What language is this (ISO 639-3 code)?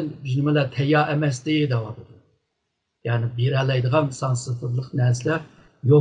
uig